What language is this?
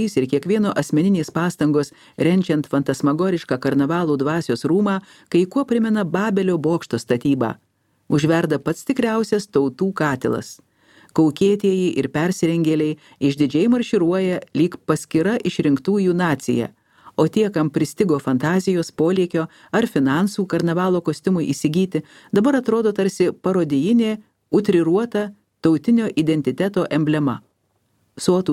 Lithuanian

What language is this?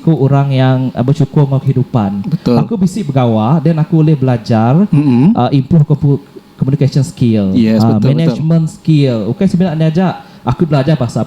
Iban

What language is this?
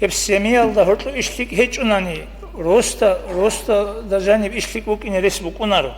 Avaric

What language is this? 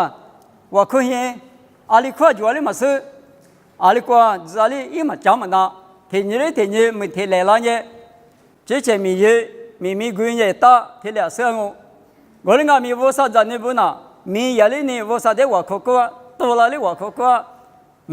Lisu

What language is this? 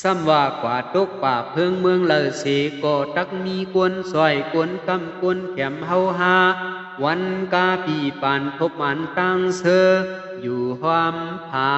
Shan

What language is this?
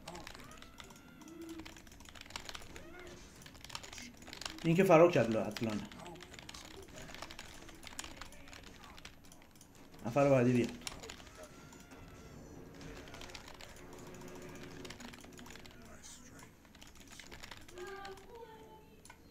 Persian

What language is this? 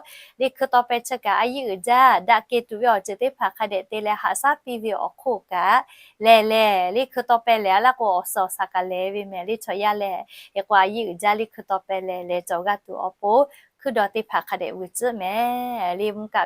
Lahu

